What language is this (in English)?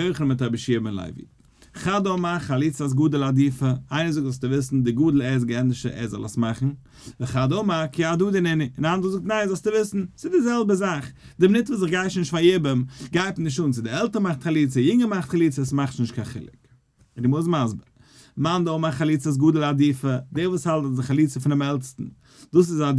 Yiddish